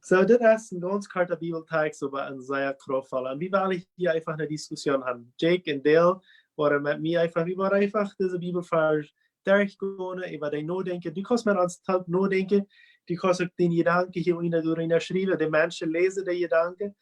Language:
Plautdietsch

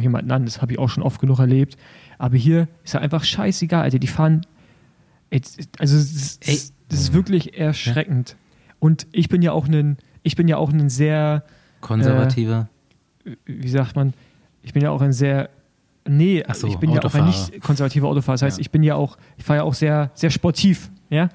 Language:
German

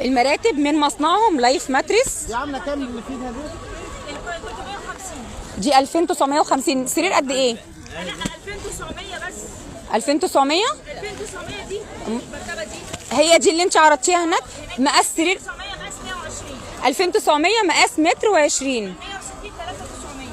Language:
Egyptian Arabic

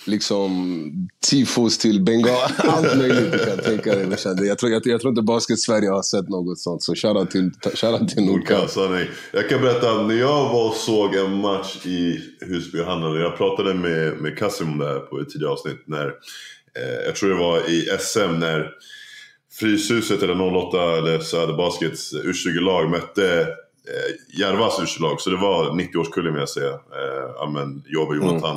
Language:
Swedish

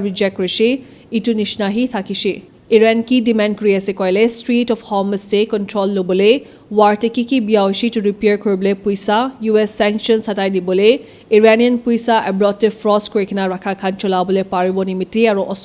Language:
Naga Pidgin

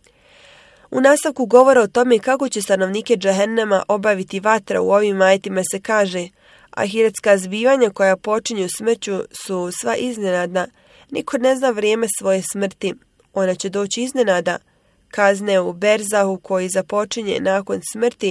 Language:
Bosnian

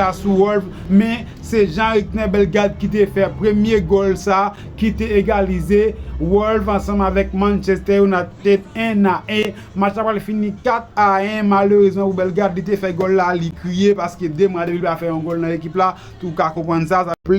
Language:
Haitian Creole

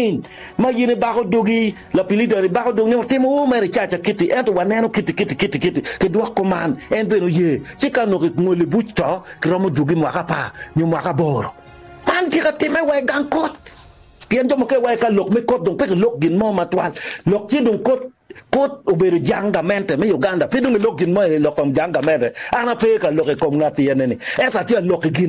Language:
Acoli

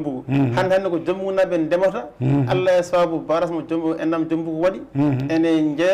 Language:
Fula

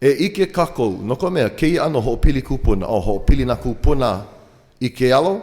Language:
Hawaiian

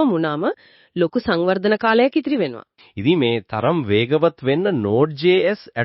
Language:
Sinhala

